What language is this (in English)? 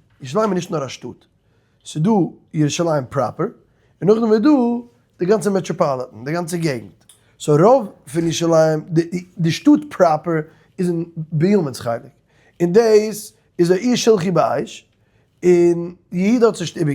Yiddish